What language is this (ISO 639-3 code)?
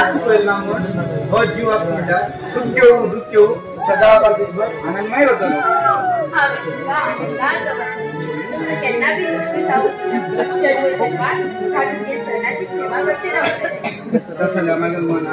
kok